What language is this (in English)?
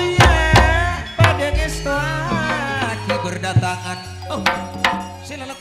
Madurese